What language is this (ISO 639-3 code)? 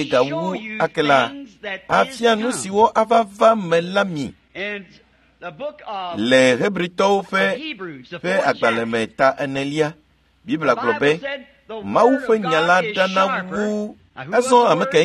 ewe